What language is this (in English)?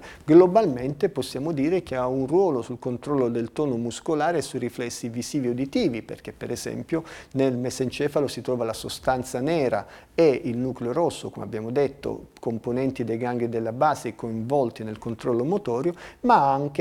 Italian